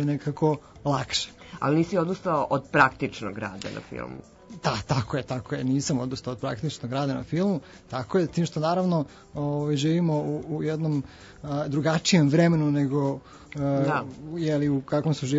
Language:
Serbian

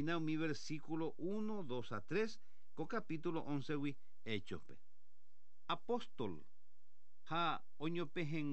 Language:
Guarani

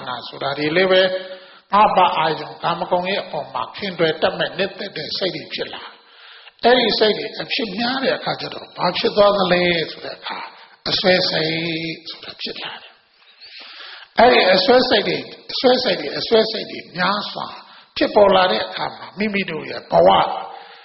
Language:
Burmese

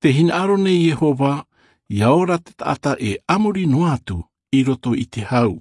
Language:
Tahitian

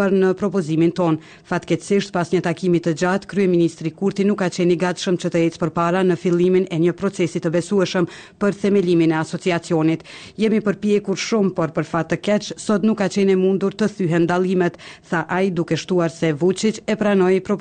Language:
Albanian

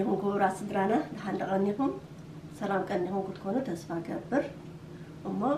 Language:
Tigrinya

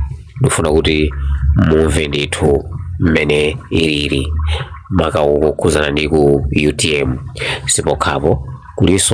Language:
Nyanja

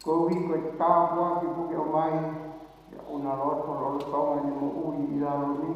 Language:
Tongan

